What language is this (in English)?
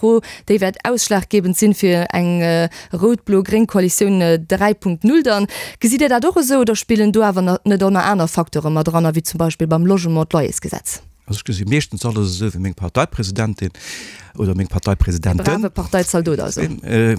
Luxembourgish